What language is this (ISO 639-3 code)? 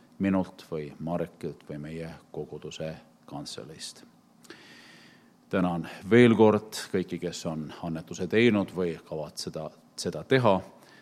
est